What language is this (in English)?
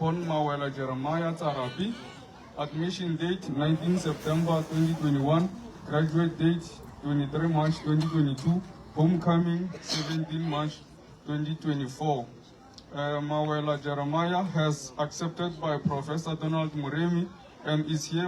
Northern Sotho